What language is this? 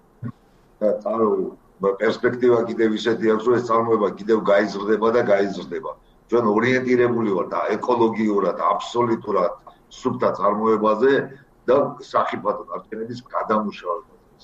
Georgian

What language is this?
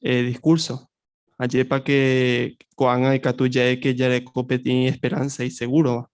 Guarani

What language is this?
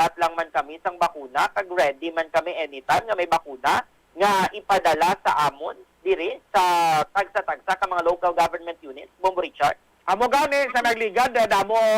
Hiligaynon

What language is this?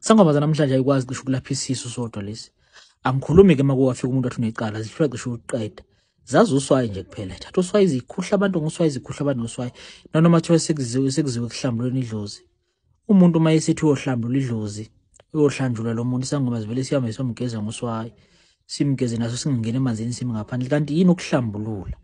Zulu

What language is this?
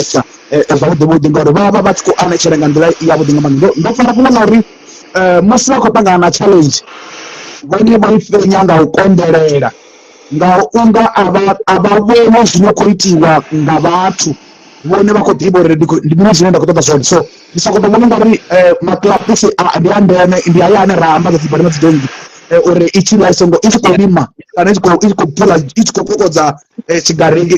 Venda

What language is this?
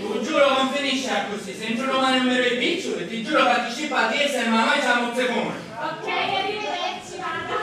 Sicilian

